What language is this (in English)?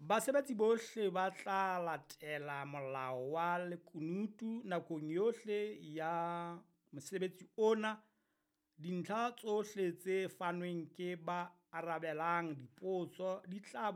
Southern Sotho